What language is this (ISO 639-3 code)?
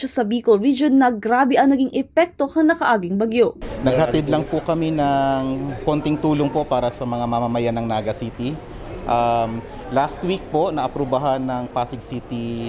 bik